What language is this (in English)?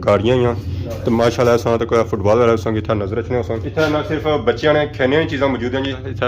Pahari-Potwari